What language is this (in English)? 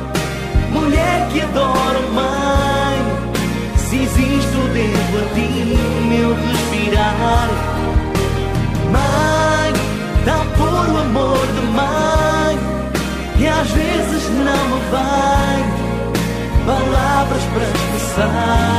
Portuguese